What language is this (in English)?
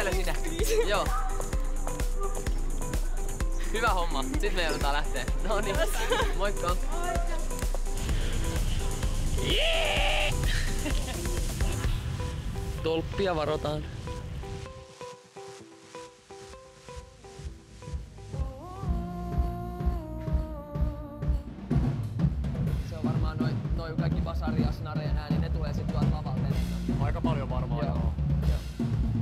Finnish